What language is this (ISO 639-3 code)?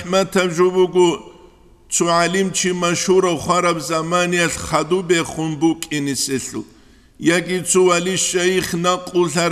ava